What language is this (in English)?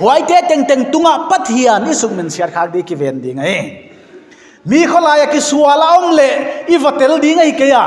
Paite Chin